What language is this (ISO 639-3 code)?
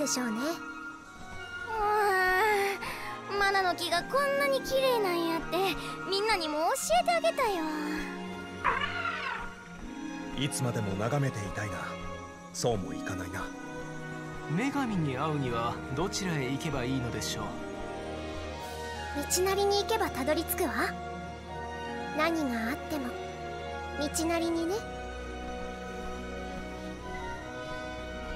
jpn